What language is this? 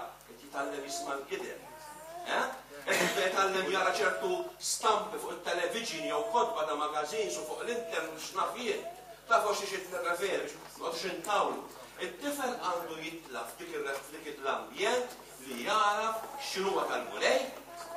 Maltese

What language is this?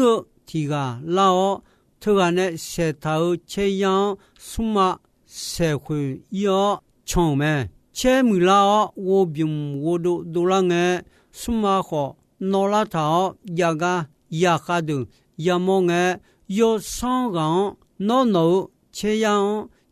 Akha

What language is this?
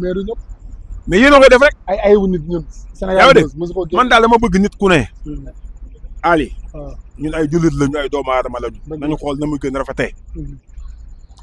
Wolof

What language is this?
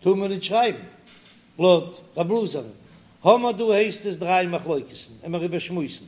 Yiddish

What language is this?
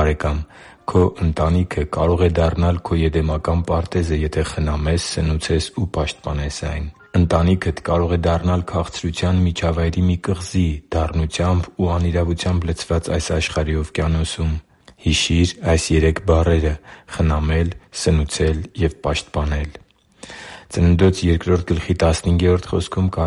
Armenian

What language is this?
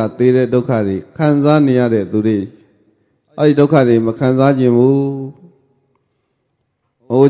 Burmese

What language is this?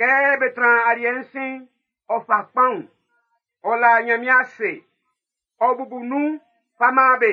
Baoulé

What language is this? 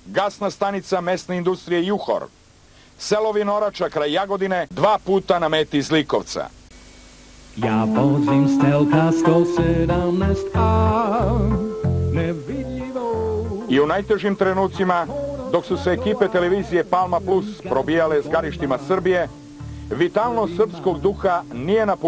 Serbian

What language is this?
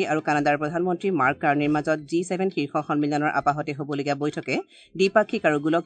Assamese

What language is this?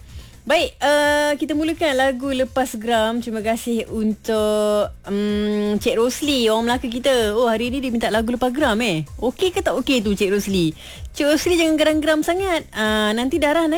Malay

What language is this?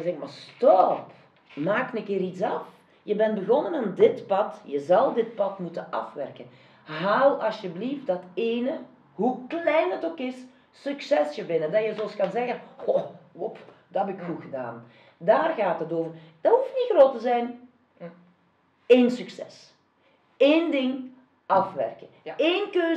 Dutch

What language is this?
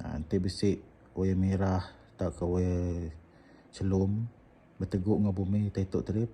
Iban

